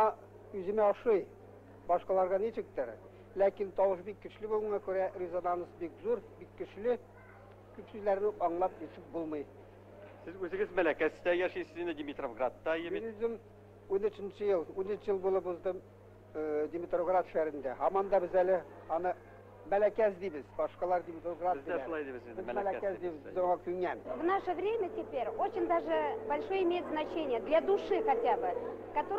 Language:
Tatar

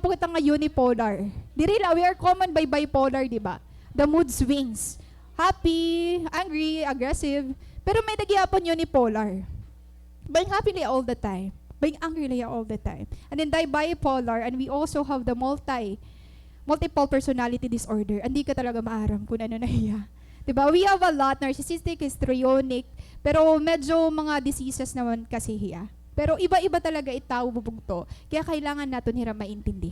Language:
Waray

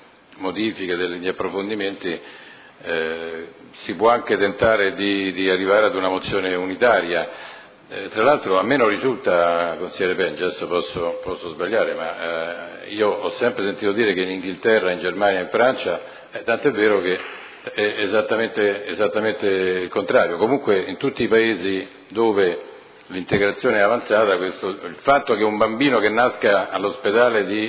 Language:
Italian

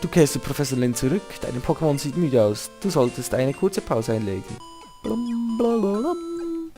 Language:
Swiss German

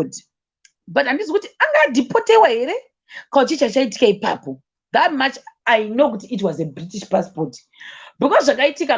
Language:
Shona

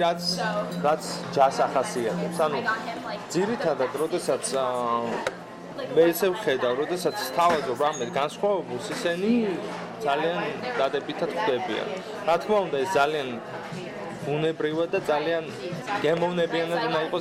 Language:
Georgian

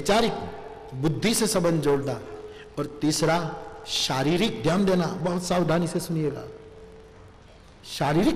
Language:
Hindi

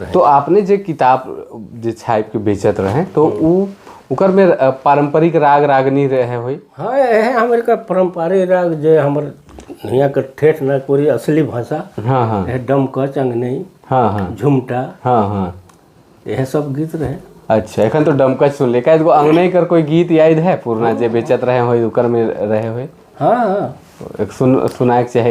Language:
Sadri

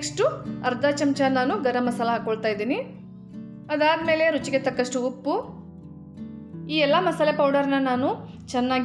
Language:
Kannada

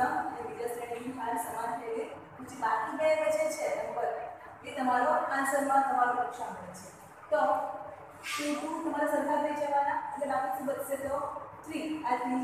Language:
Gujarati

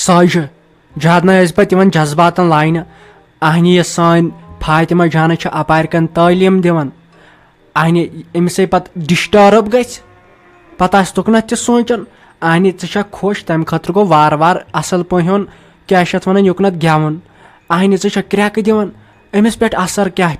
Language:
Kashmiri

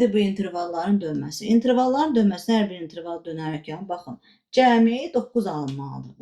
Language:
Azerbaijani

